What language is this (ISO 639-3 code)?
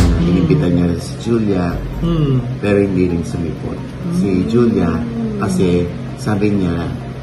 fil